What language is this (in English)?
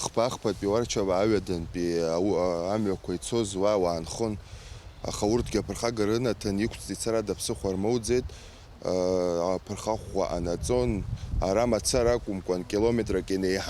Abkhazian